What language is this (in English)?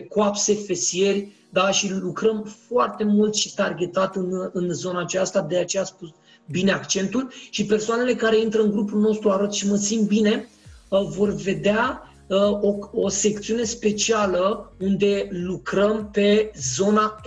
Romanian